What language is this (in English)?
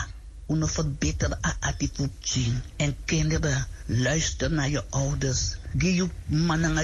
Sranan Tongo